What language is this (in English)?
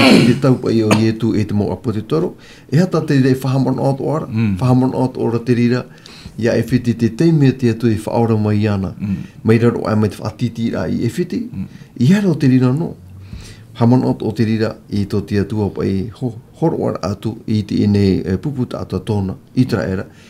Tahitian